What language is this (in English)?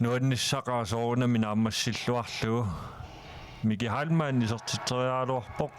Kalaallisut